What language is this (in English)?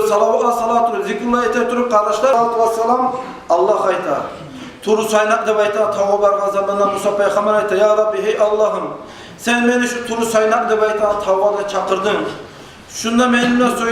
Kumyk